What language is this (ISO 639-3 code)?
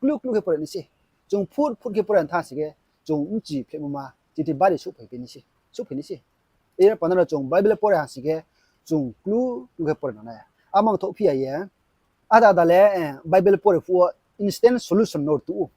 ria